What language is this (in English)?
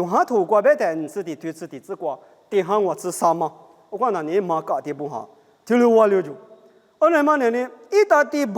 Lisu